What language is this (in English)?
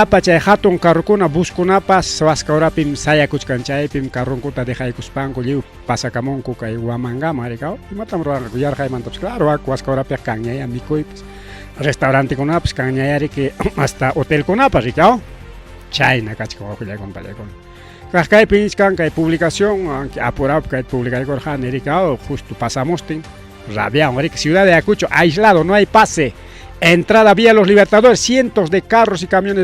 Ayacucho Quechua